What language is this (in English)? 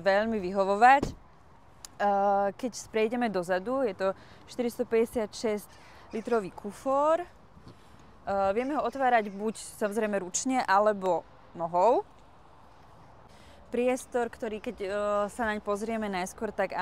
Slovak